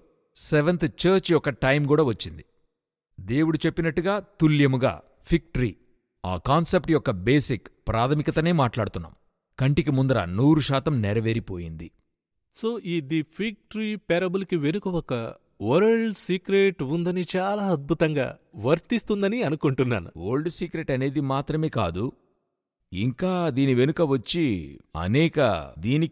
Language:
Telugu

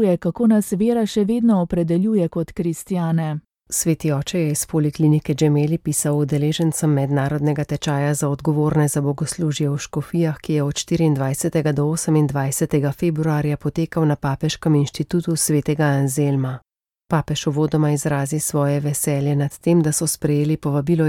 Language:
Slovenian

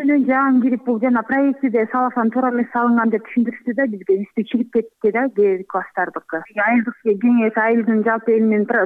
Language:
Kyrgyz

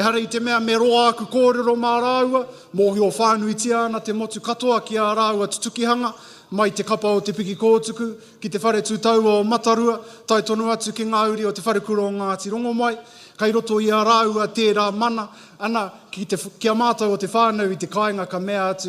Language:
Māori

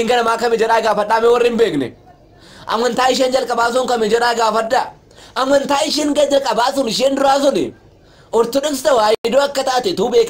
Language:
Oromo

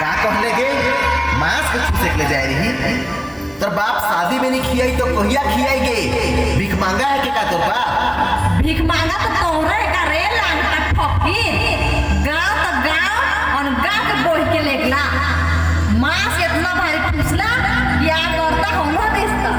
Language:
Sadri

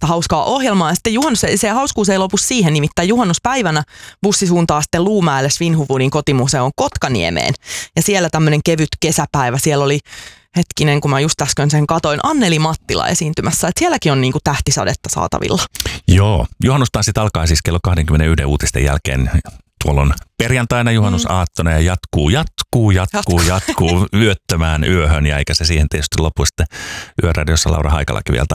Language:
Finnish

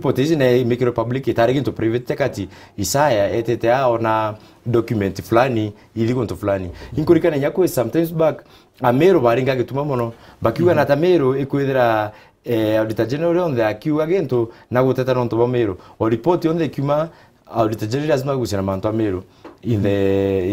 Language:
Meru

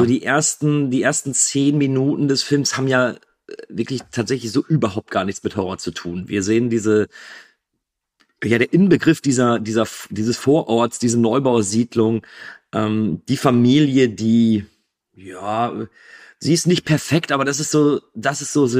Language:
German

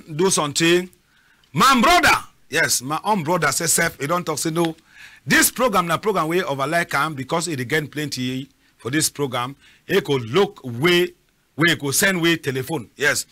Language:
Cameroon Pidgin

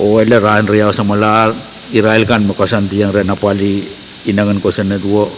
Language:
Pohnpeian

